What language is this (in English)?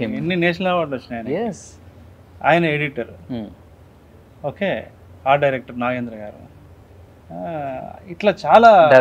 Telugu